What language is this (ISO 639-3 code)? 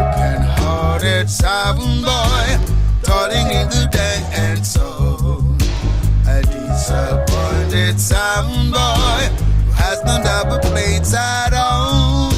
jam